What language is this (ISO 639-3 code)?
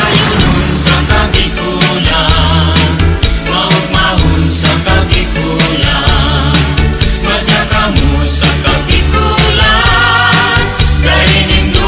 bik